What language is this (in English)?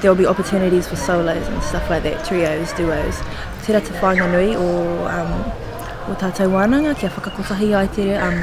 Māori